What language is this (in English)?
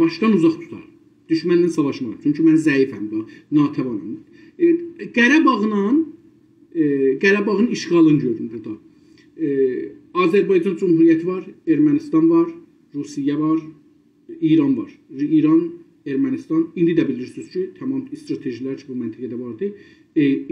South Azerbaijani